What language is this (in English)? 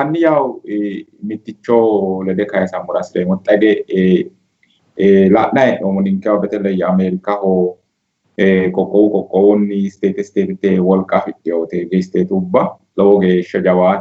Sidamo